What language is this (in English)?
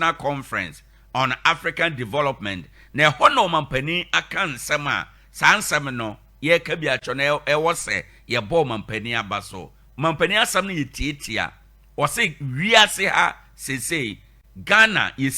Akan